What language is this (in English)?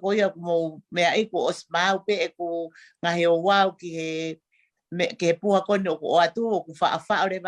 Tongan